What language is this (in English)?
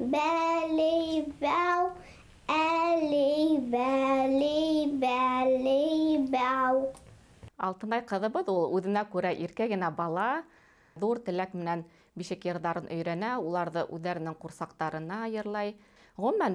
Bashkir